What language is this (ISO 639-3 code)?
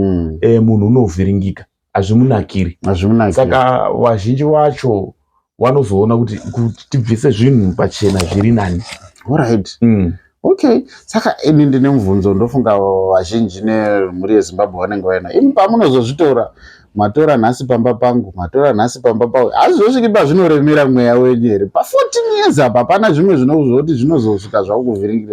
sna